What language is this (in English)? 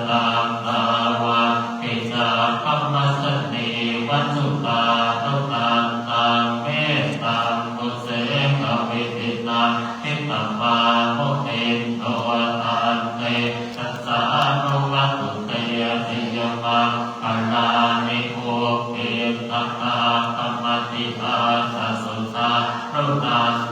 Pali